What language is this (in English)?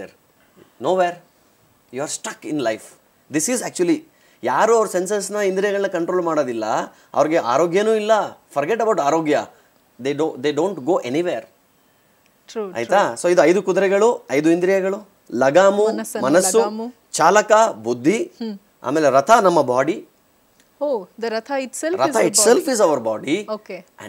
Kannada